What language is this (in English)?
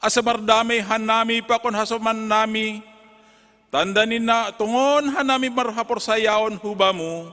Batak Simalungun